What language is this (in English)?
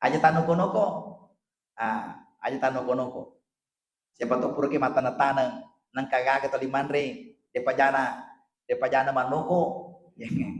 Buginese